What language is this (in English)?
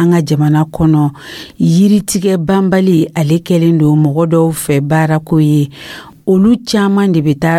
Dyula